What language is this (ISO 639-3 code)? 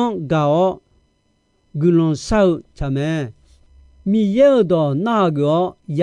ahk